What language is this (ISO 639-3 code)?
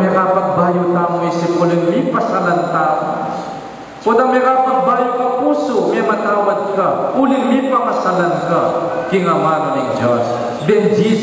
pam